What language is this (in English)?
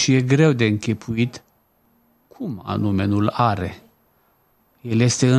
Romanian